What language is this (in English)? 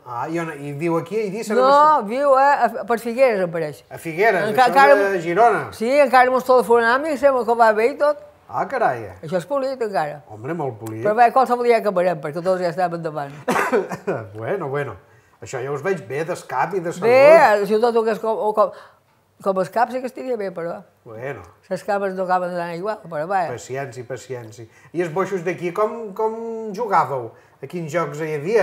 Catalan